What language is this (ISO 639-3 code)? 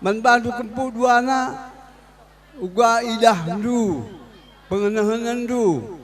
btx